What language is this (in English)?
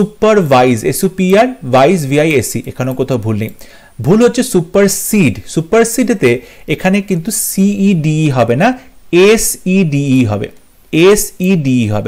Bangla